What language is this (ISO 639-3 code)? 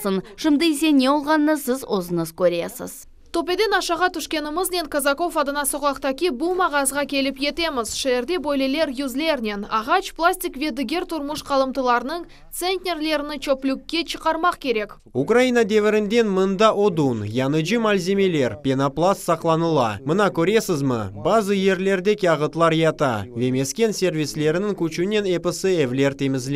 crh